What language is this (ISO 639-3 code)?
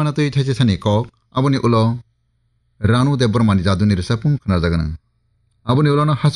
trp